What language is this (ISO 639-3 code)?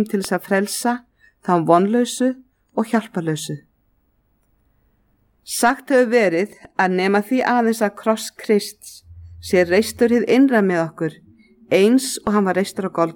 isl